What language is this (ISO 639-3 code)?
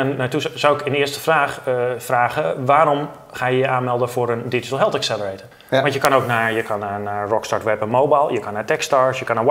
nld